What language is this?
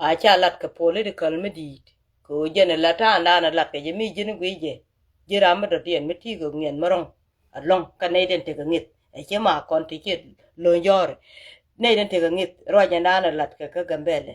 Nuer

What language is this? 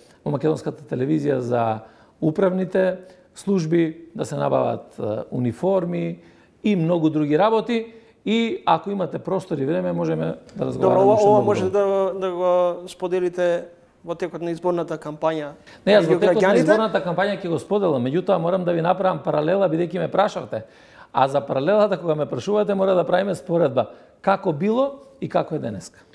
Macedonian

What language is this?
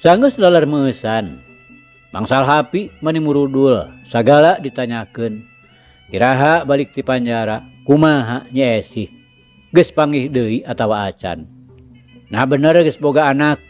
Sundanese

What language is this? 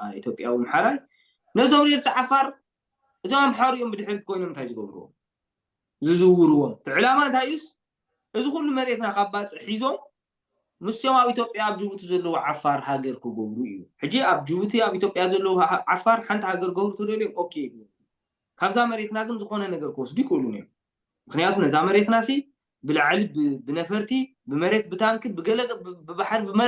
Tigrinya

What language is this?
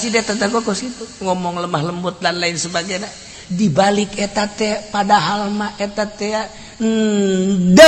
Sundanese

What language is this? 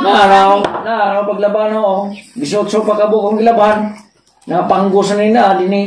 Cebuano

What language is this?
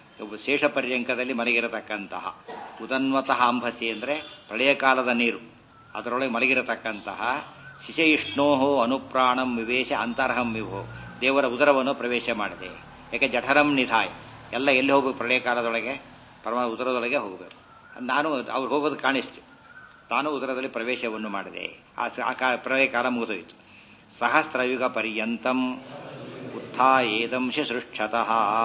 Kannada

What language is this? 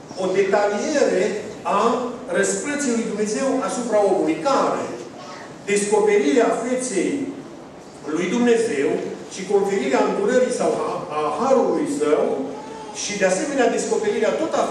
Romanian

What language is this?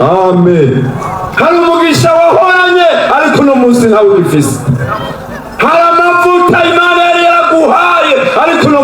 Rundi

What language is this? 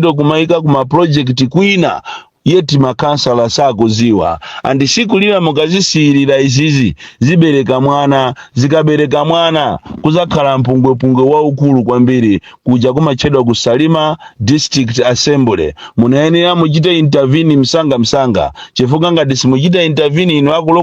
Nyanja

